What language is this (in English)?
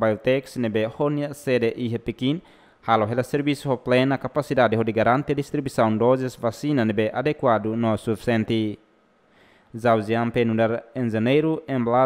Tetum